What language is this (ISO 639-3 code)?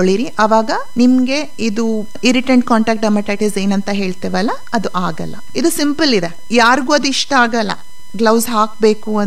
kan